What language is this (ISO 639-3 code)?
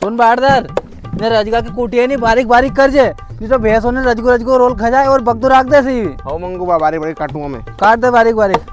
raj